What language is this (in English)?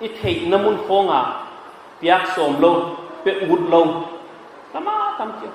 Paite Chin